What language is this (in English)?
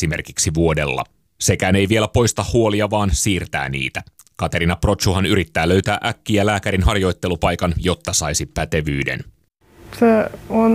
Finnish